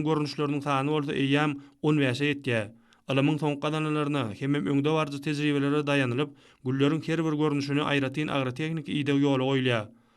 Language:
Turkmen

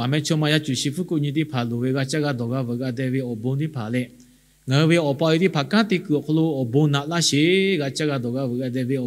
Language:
Lahu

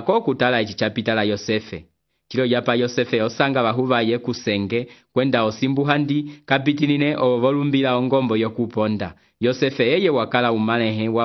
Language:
Umbundu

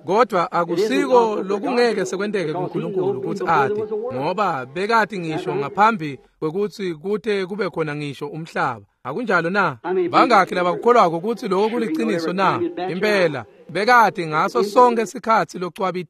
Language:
Swati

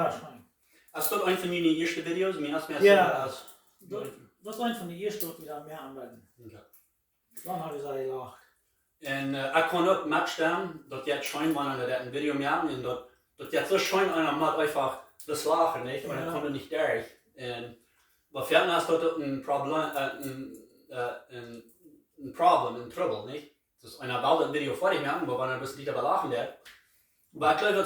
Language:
Plautdietsch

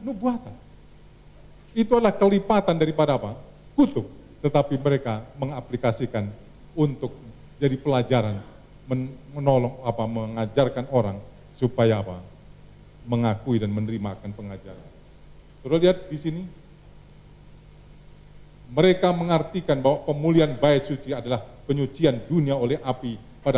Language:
Indonesian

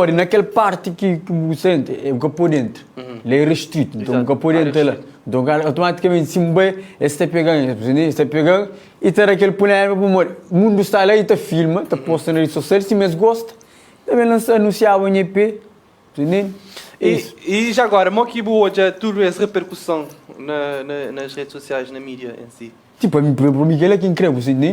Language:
Kabuverdianu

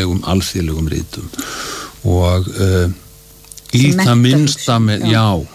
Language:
Icelandic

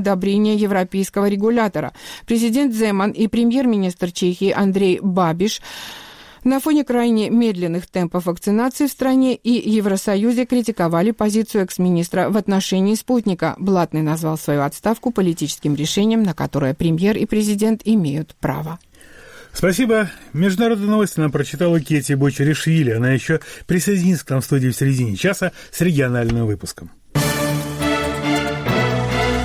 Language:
Russian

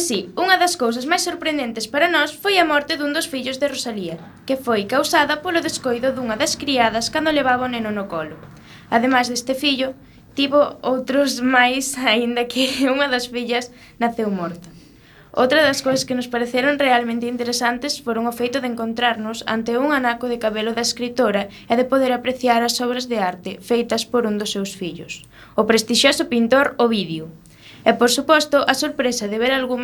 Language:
Galician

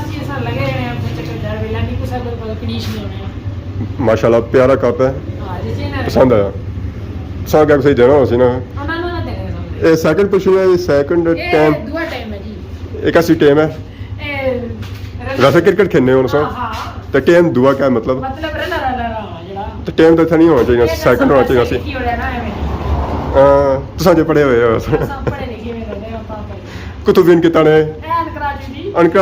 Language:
Pahari-Potwari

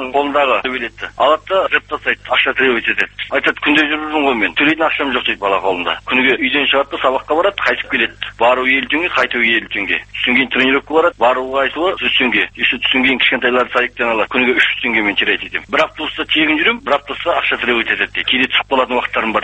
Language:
Kazakh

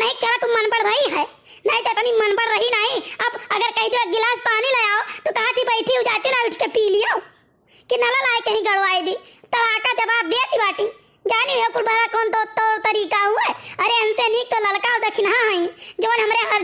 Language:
Awadhi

